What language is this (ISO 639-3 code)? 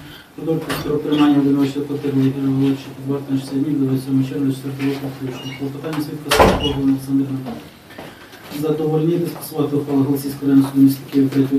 ukr